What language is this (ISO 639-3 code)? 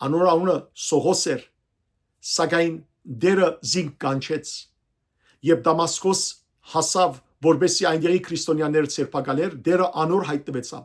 hyw